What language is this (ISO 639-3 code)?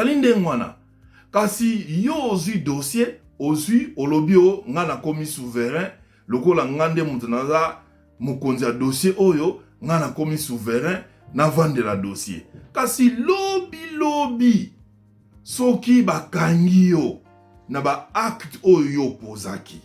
lin